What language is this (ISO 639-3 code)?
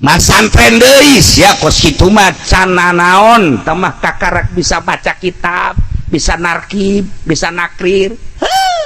sun